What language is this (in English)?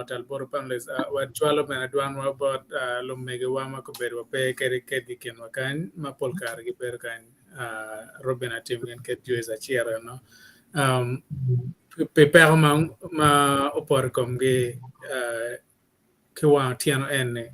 Acoli